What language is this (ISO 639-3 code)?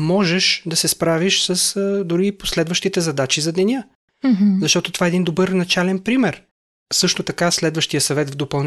bul